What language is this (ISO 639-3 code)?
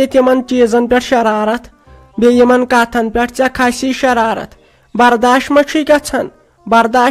kas